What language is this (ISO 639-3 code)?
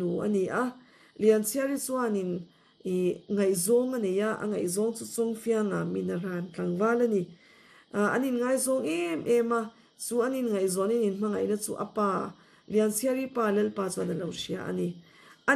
lus